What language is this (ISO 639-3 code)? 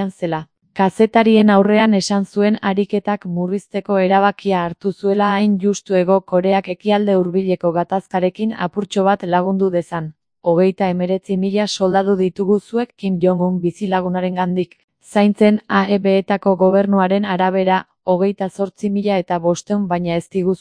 eus